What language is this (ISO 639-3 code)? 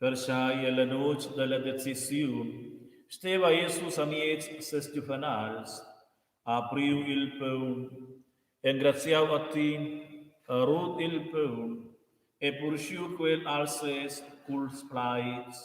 roh